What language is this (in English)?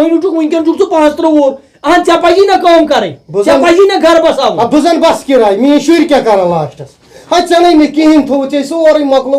Kashmiri